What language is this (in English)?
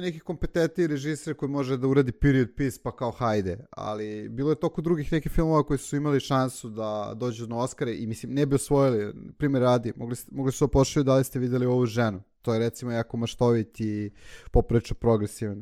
Serbian